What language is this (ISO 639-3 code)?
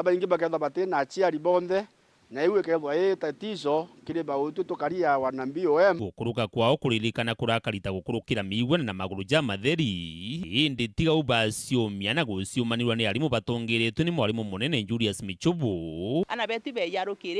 mer